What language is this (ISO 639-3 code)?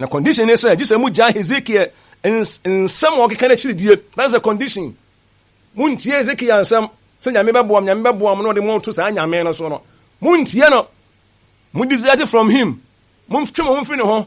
aka